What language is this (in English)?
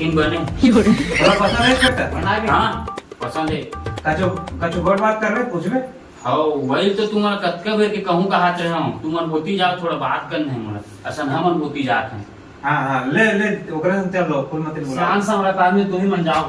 Chhattisgarhi